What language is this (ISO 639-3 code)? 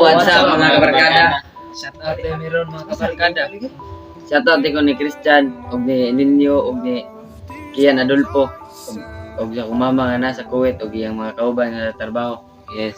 ceb